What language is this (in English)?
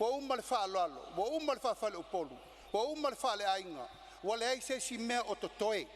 Samoan